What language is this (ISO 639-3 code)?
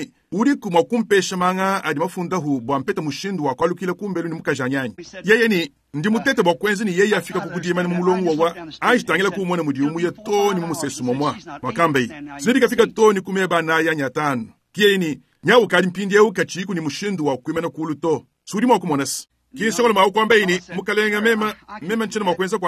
lua